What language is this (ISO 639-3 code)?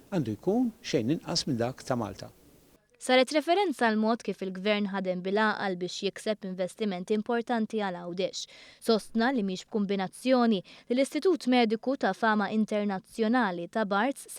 mlt